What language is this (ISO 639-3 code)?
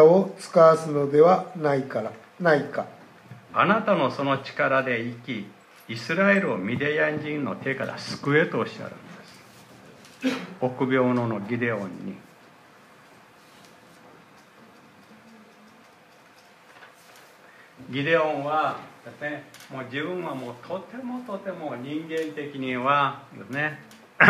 jpn